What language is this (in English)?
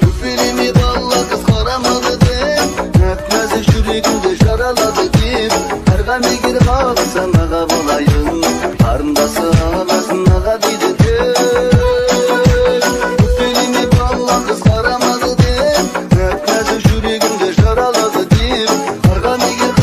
Kazakh